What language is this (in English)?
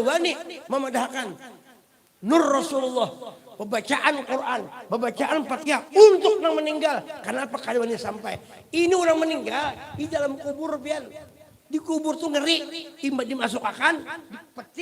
Banjar